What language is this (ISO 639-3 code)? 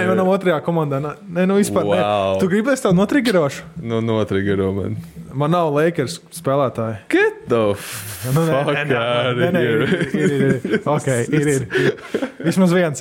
lav